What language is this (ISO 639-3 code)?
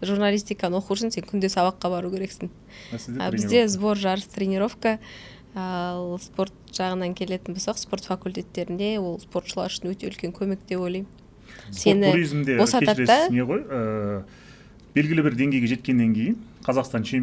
kaz